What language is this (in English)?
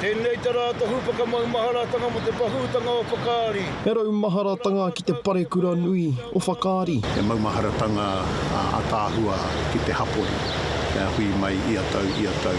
Māori